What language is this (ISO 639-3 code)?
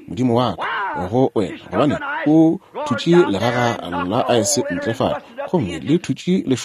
nso